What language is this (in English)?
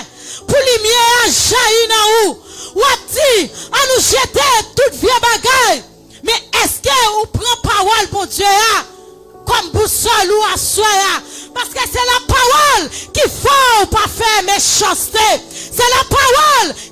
Haitian Creole